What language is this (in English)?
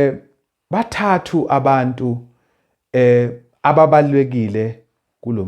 Zulu